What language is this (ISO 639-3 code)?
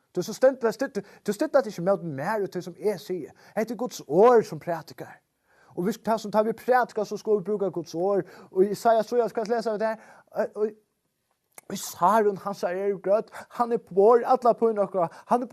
fao